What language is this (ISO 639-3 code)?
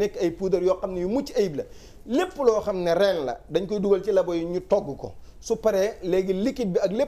wol